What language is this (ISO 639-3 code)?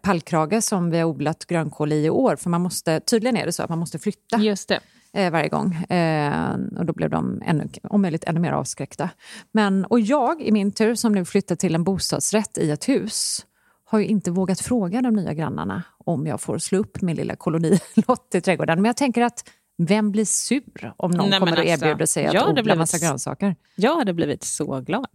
swe